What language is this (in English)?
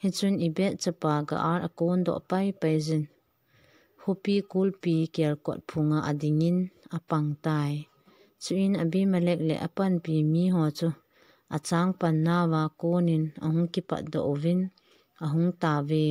Thado Chin